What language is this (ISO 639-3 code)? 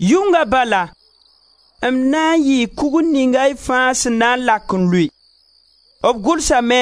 mos